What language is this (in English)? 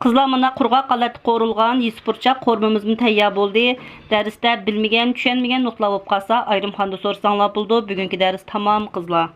Uyghur